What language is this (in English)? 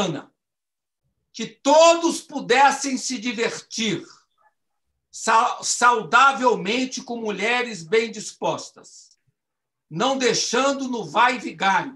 Portuguese